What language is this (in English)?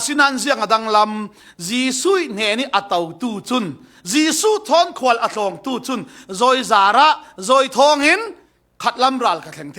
Falam Chin